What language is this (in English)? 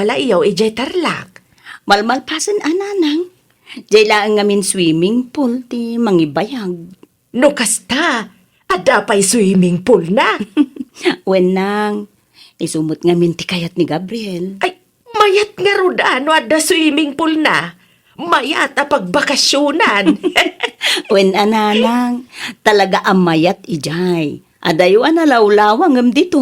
Iloko